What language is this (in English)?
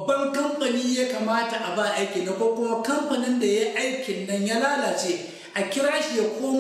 Hausa